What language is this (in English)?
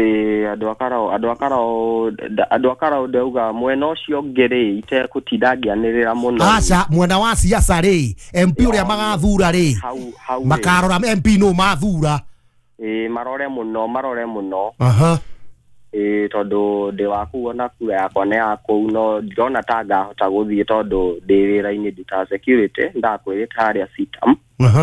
Kikuyu